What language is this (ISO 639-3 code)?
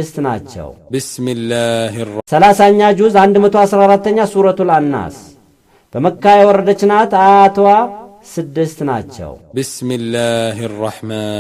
amh